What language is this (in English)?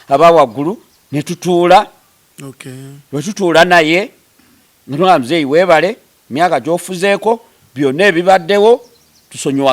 Ganda